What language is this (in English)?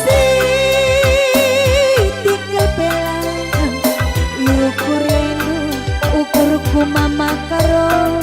Batak Karo